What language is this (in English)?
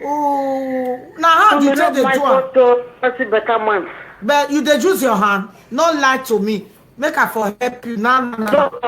Nigerian Pidgin